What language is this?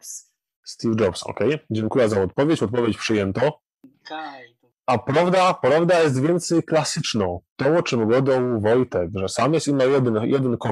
Silesian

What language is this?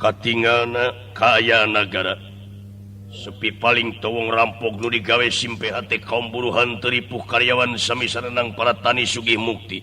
Sundanese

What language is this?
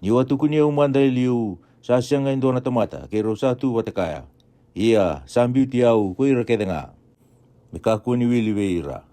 Fijian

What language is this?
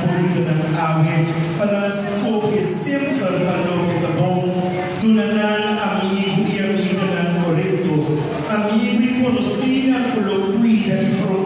Papiamento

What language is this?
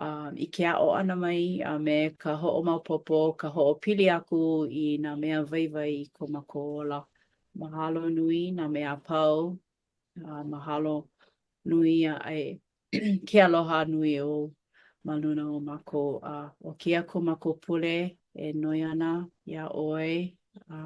Hawaiian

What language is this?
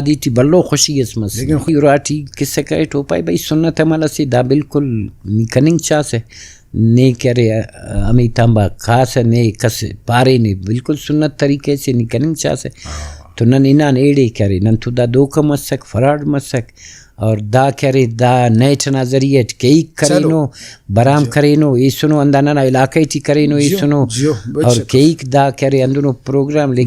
Brahui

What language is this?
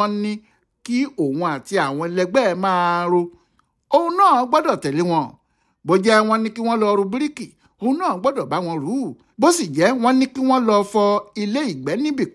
Yoruba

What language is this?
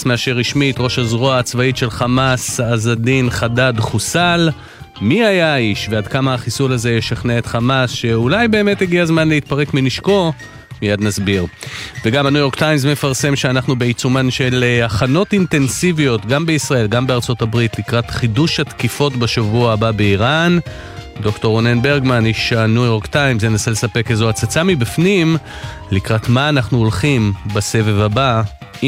Hebrew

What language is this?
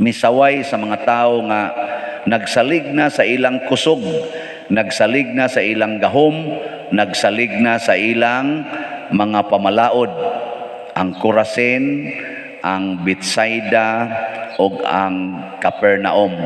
Cebuano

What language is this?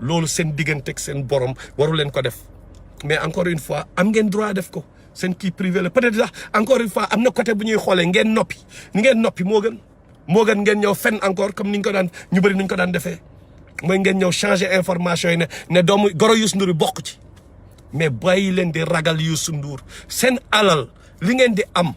Wolof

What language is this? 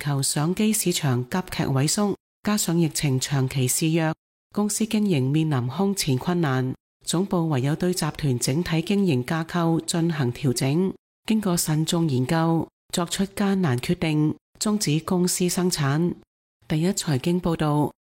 Cantonese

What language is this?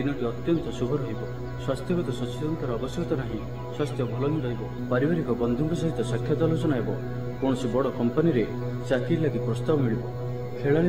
Odia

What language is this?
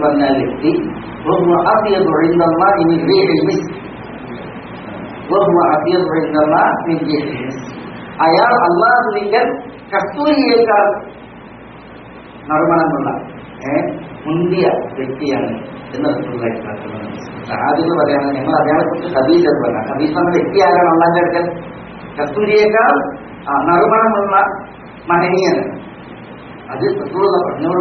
Malayalam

